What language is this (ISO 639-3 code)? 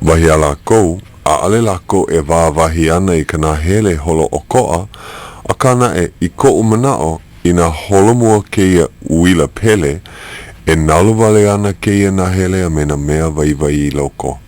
haw